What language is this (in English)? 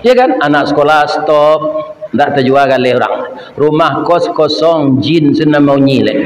Minangkabau